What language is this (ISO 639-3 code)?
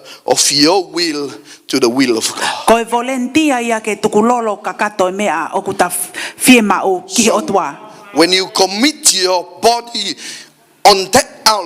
ton